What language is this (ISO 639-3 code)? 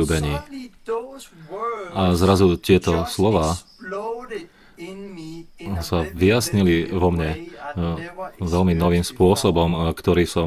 slk